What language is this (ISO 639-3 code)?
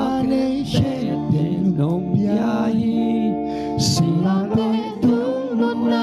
ctd